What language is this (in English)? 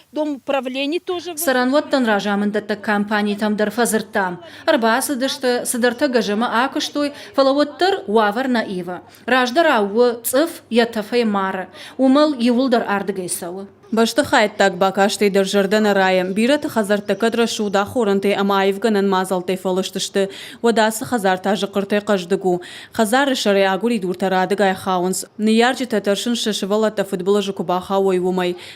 Ossetic